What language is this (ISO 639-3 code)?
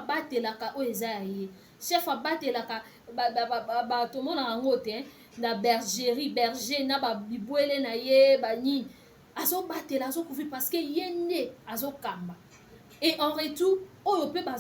lin